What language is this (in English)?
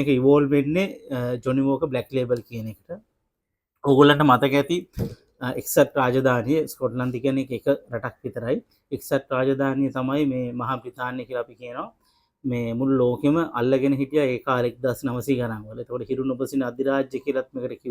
Sinhala